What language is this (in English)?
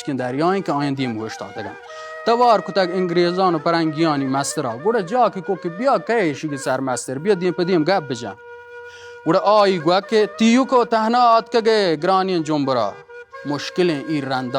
Baluchi